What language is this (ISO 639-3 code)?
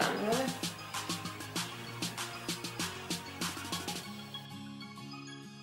srp